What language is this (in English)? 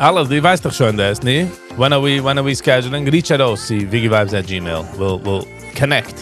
Yiddish